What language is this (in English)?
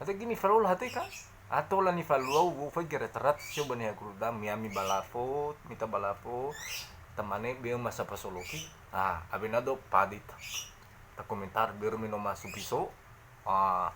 Nias